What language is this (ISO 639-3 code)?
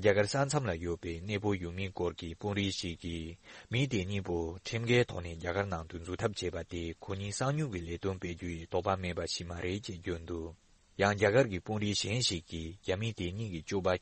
bod